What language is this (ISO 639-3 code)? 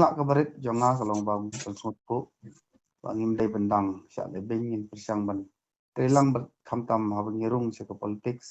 kha